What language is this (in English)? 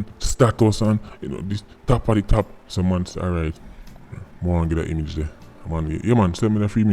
Jamaican Creole English